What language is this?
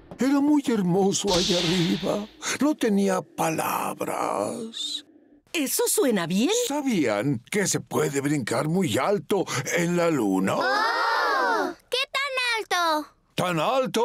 Spanish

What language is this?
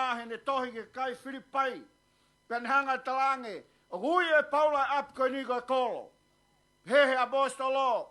Tongan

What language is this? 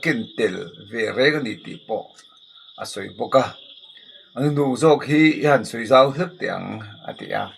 Mizo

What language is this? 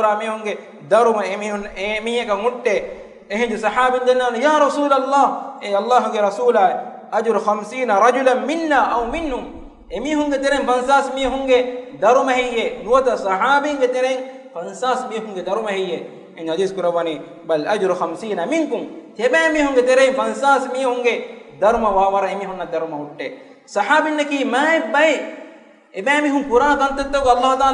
Divehi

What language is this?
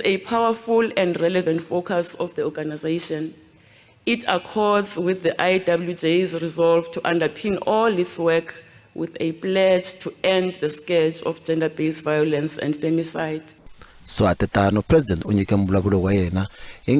Tsonga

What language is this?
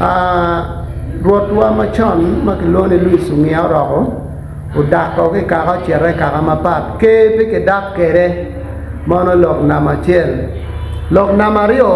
Acoli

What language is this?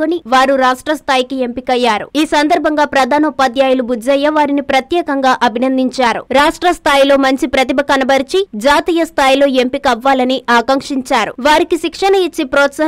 Telugu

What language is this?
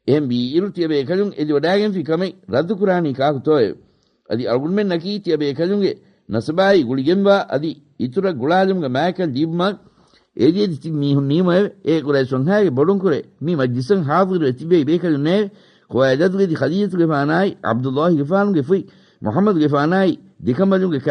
Divehi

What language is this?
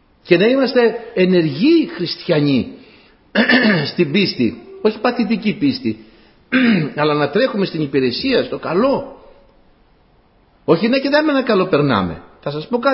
Greek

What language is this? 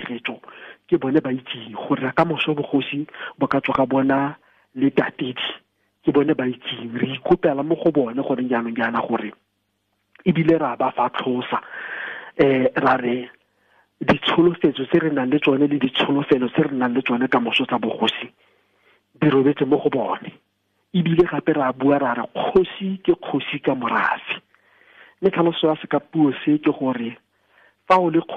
Tswana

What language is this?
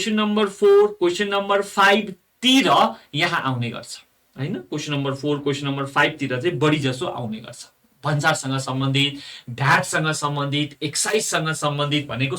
Nepali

